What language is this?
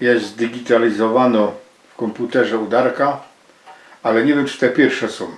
Silesian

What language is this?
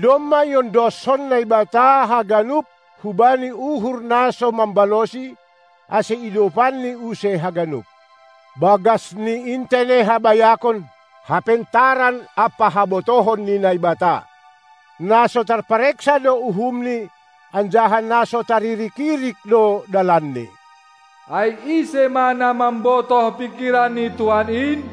Batak Simalungun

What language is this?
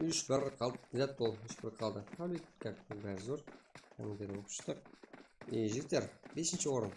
Kara-Kalpak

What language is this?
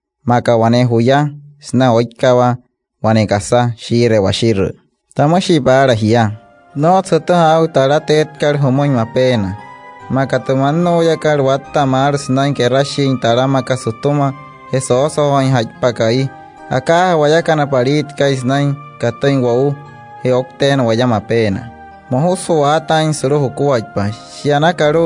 Wayuu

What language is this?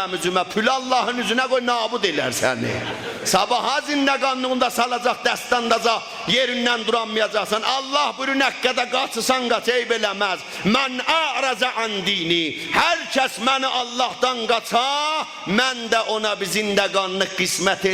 South Azerbaijani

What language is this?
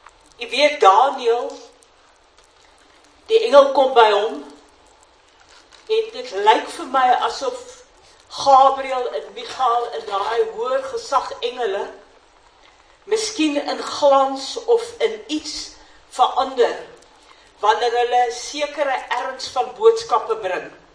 Afrikaans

